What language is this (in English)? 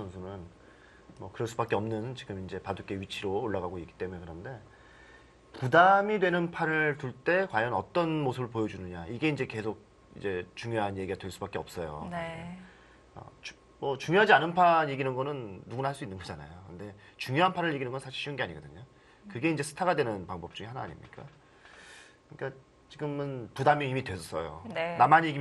Korean